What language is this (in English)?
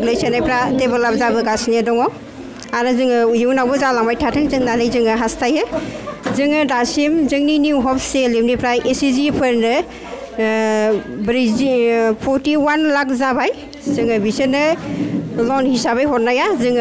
Bodo